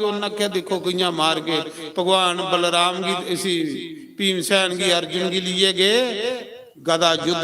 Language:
Dogri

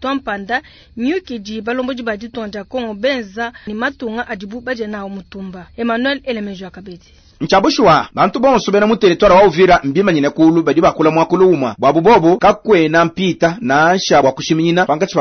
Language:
Luba-Lulua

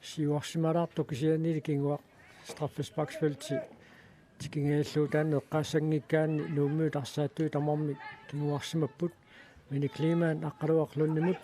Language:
Kalaallisut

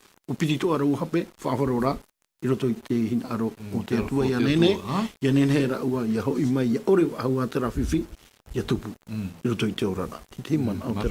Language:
Tahitian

